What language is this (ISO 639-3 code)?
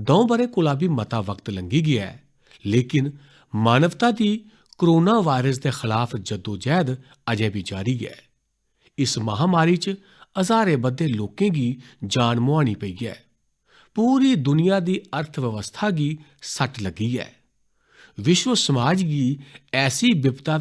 doi